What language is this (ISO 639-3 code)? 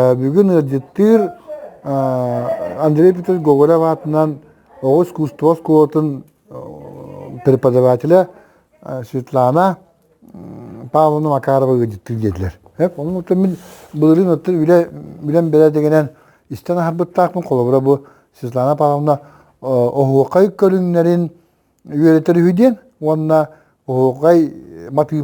sah